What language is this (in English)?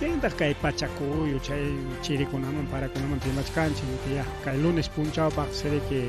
Ayacucho Quechua